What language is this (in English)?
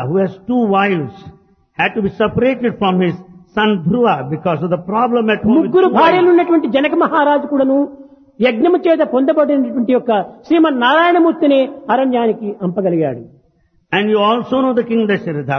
Telugu